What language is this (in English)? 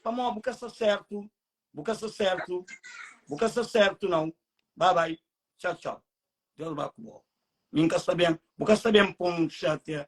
Kabuverdianu